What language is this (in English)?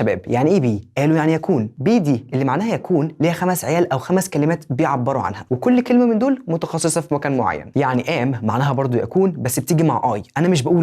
Egyptian Arabic